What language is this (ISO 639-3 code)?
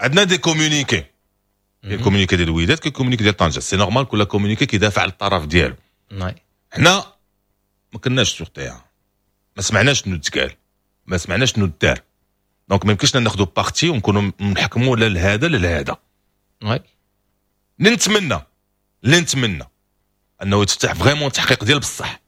ary